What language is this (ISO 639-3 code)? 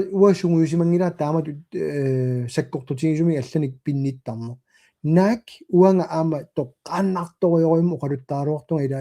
kal